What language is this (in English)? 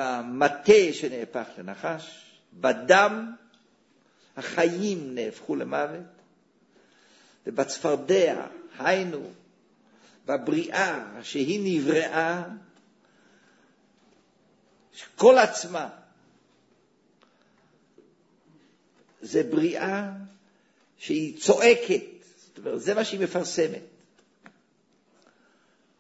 Hebrew